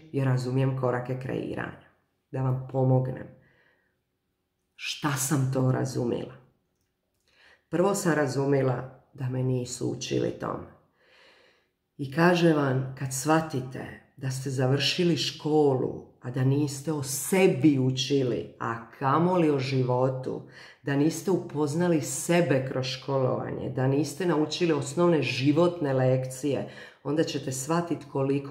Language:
Croatian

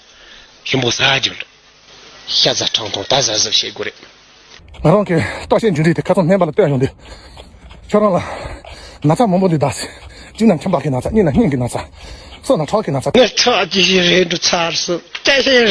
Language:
Tibetan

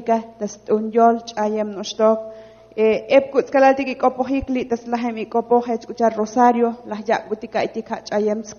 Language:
Tzotzil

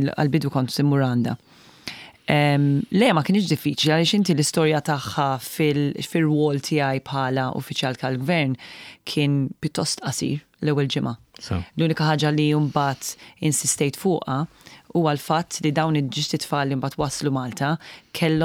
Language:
Maltese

